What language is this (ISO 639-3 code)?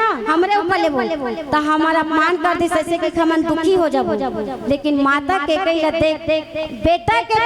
hne